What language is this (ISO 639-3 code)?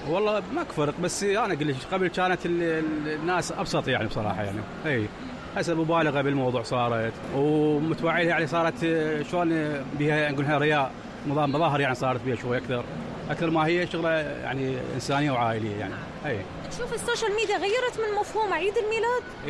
acm